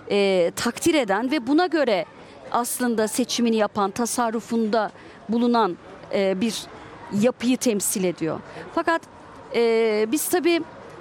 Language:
Turkish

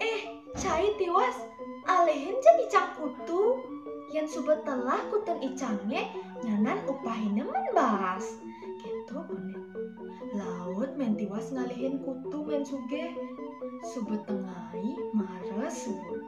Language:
Balinese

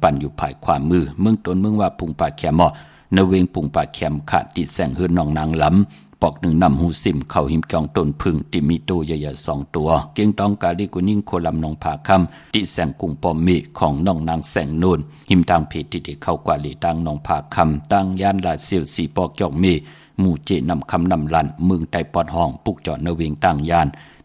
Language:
Shan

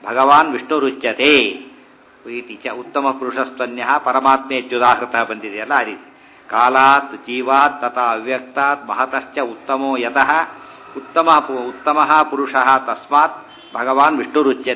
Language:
Kannada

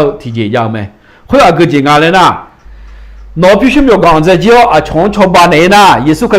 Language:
Akha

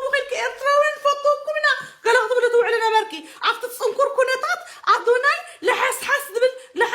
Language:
Tigrinya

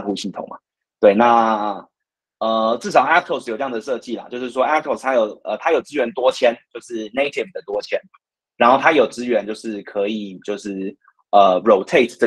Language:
Chinese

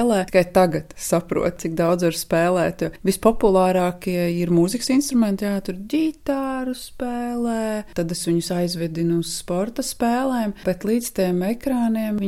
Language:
Latvian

